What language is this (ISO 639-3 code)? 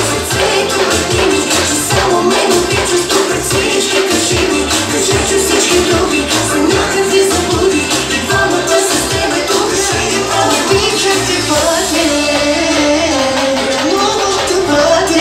bul